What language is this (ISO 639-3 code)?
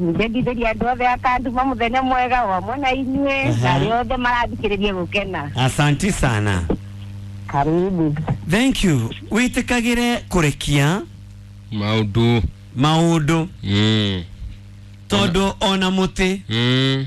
kik